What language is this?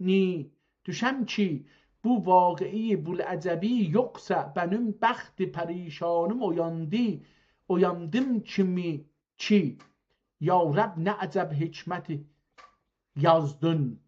South Azerbaijani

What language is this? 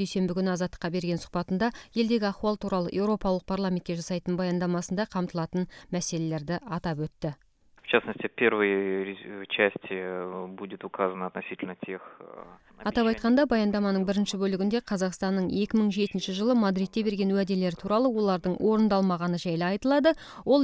Kyrgyz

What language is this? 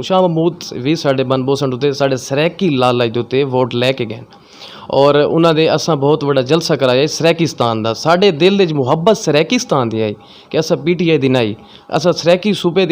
Saraiki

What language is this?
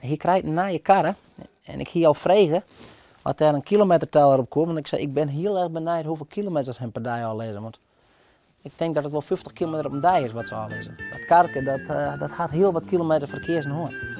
Western Frisian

